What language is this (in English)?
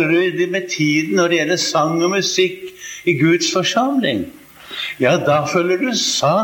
Norwegian